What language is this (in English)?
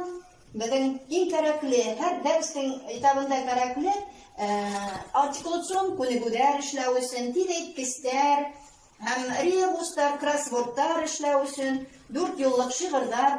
Bashkir